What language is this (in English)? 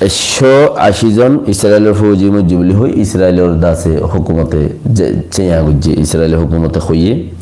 Rohingya